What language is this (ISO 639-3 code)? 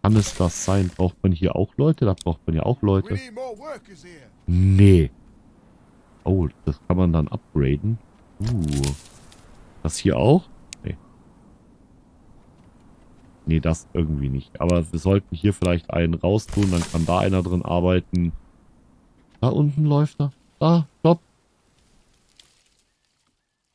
deu